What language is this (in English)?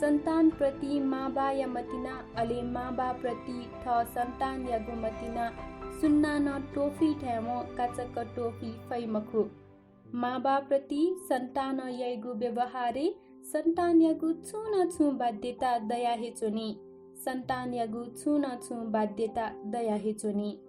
Newari